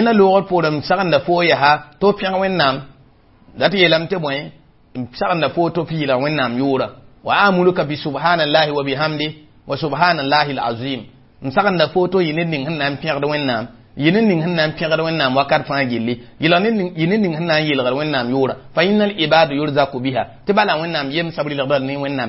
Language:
Mossi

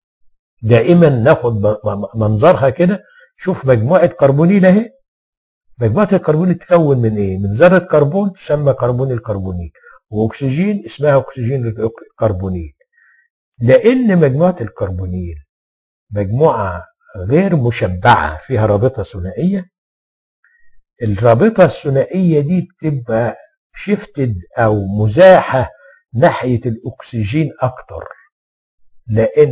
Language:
Egyptian Arabic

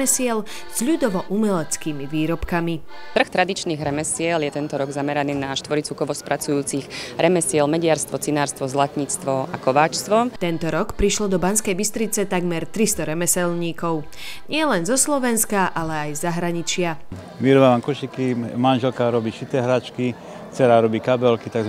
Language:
Slovak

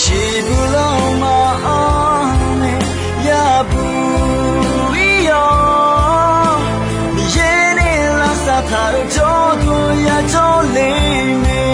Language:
Akha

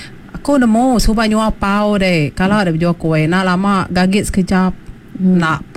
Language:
Iban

